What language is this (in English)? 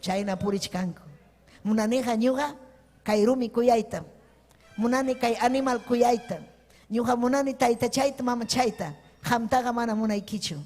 Ayacucho Quechua